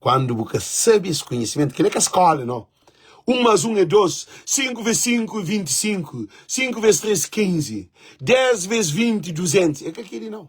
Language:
Kabuverdianu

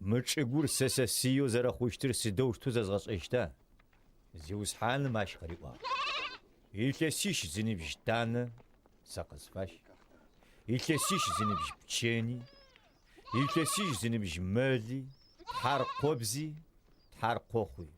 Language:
Adyghe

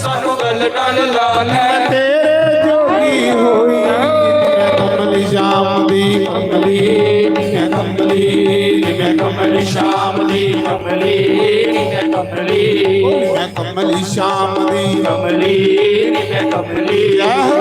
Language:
Dogri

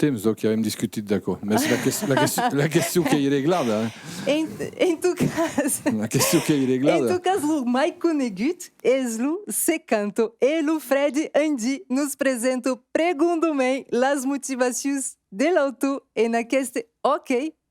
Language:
Occitan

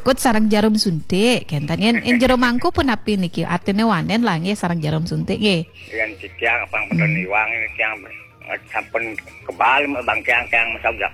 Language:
Balinese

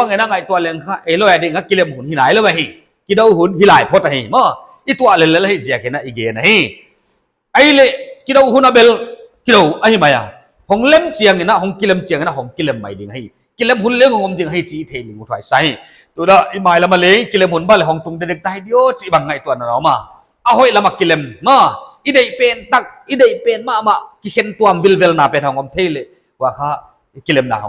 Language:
Paite Chin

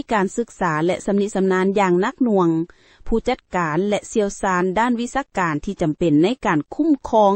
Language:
Lao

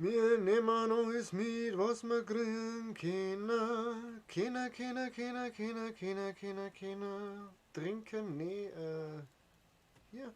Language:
Bavarian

